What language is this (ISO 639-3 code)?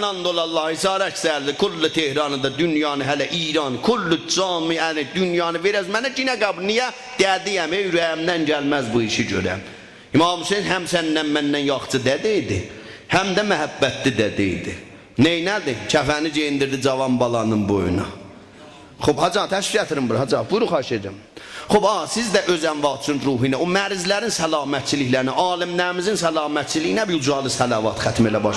azb